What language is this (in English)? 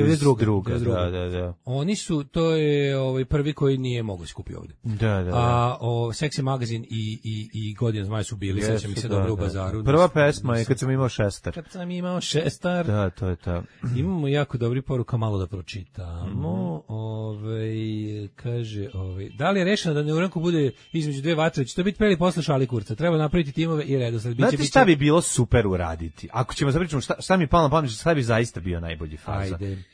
Serbian